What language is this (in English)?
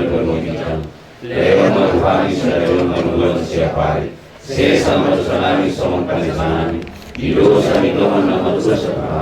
Batak Toba